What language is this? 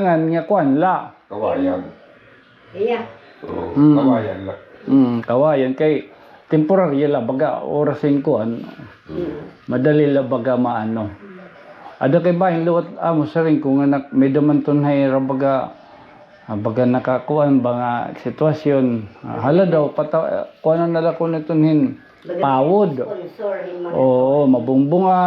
Waray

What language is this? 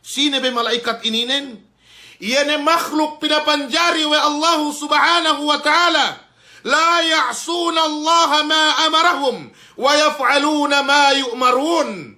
Yakan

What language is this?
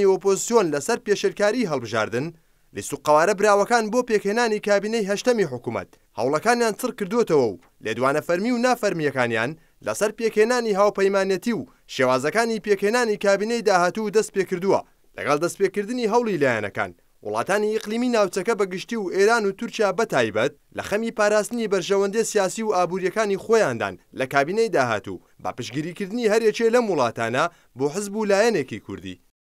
Central Kurdish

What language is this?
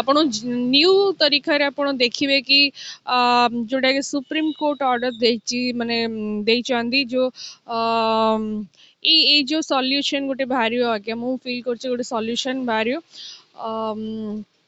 Odia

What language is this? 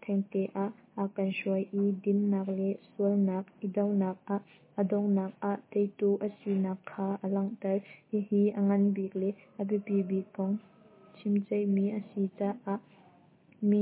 Hakha Chin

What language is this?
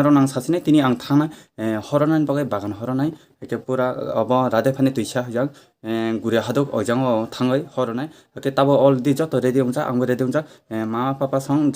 Kok Borok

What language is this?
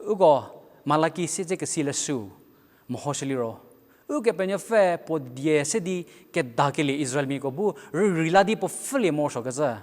Angami Naga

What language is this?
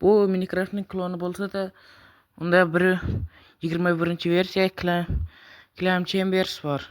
Uzbek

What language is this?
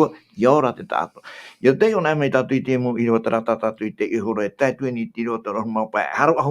Tahitian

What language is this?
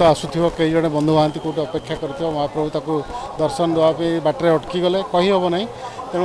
Odia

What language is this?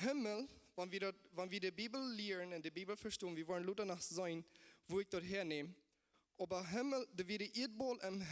Plautdietsch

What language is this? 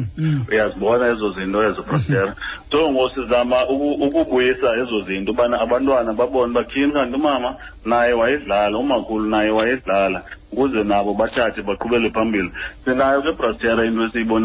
Xhosa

